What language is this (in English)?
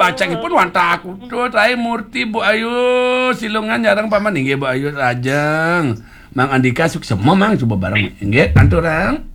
Balinese